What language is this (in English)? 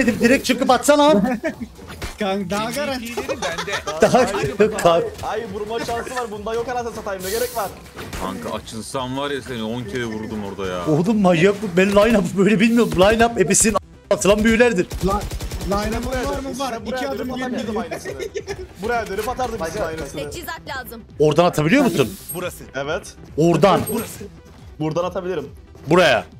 Turkish